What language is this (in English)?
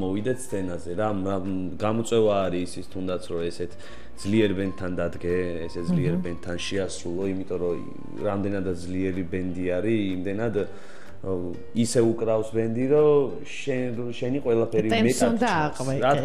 Georgian